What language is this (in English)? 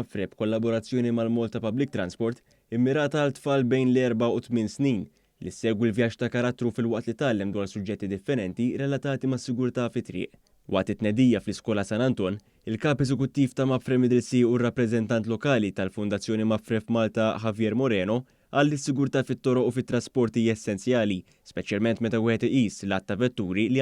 Maltese